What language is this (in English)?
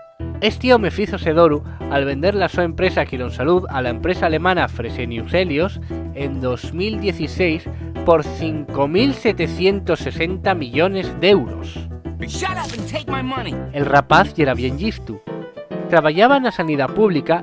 Asturian